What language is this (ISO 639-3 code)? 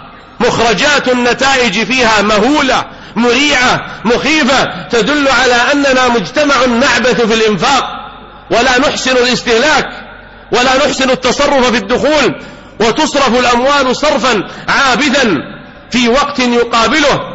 ara